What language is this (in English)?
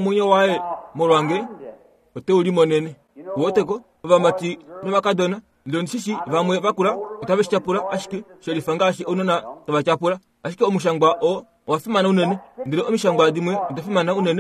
Kuanyama